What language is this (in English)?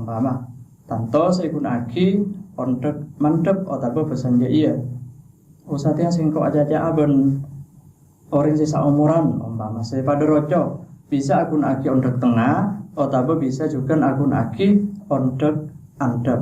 Madurese